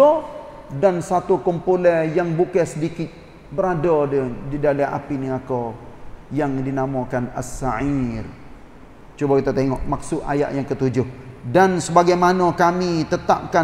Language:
Malay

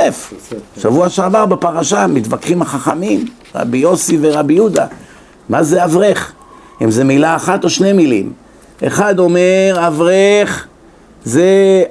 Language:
Hebrew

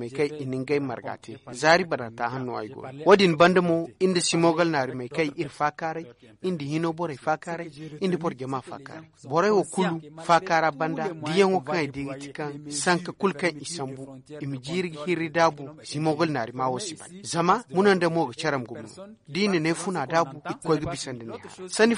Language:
Zarma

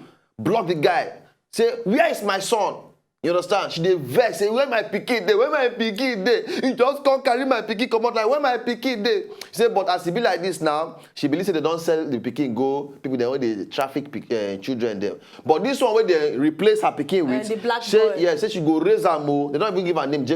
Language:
Nigerian Pidgin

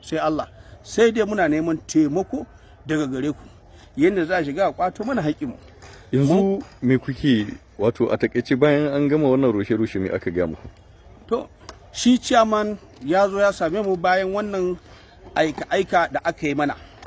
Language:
Hausa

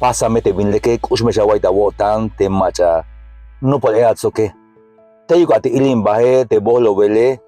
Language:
Tzeltal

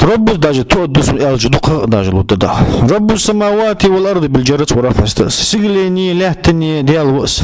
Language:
Ingush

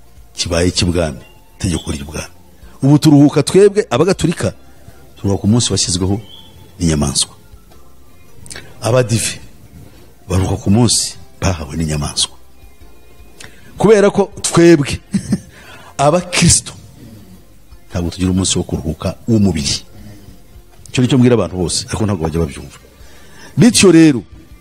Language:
Kinyarwanda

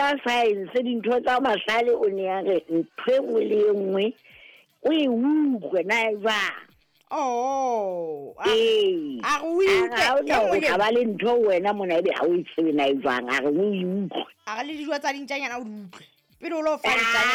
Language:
Southern Sotho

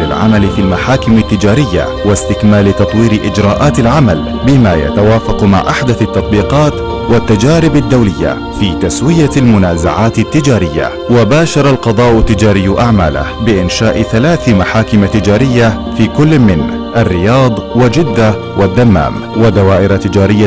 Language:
Arabic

